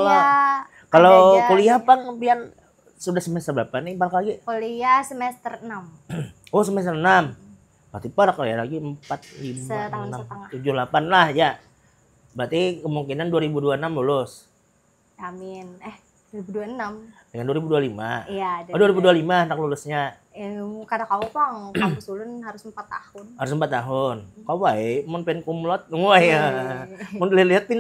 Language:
Banjar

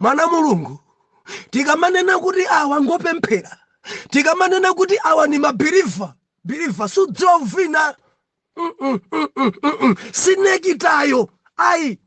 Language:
Nyanja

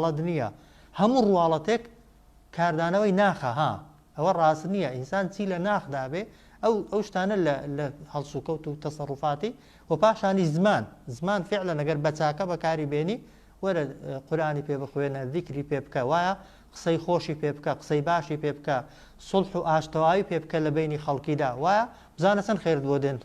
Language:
Central Kurdish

